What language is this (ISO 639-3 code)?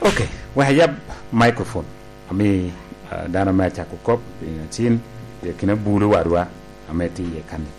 laj